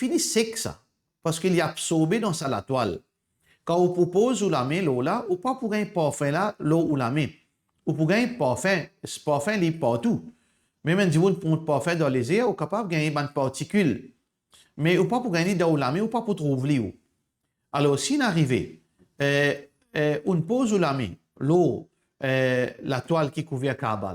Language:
Morisyen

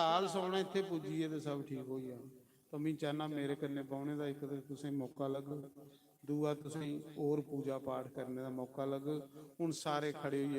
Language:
Dogri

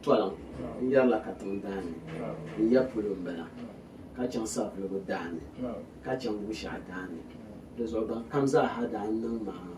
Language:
Dagbani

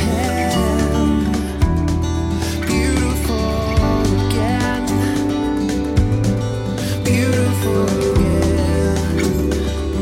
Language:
Estonian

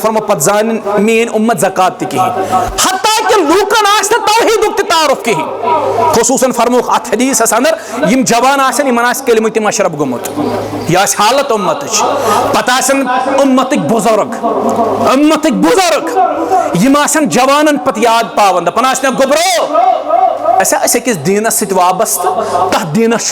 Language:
Kashmiri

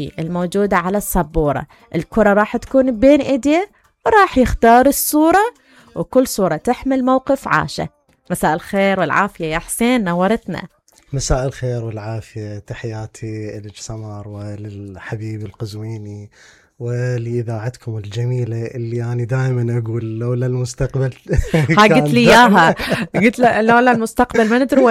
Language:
Mesopotamian Arabic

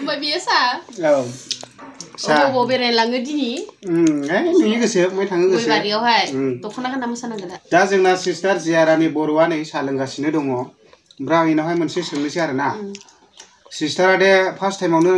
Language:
Bodo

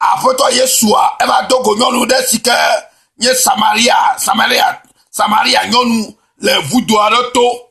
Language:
Ewe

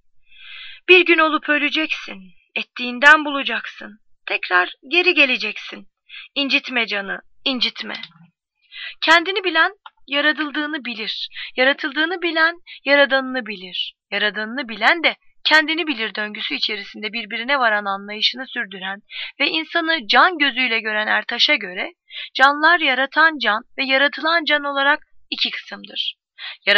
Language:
Turkish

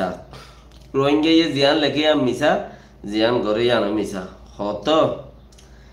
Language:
Rohingya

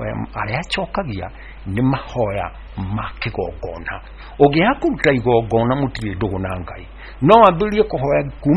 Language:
Kikuyu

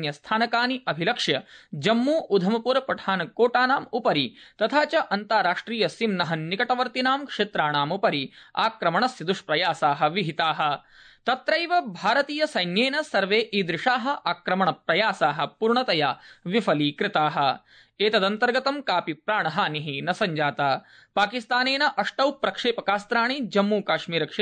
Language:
Sanskrit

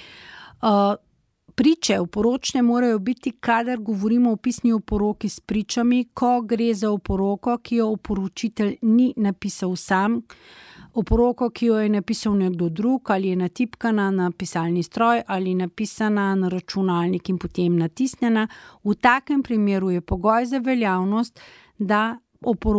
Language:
Slovenian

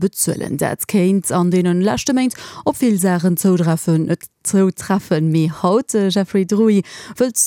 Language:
Luxembourgish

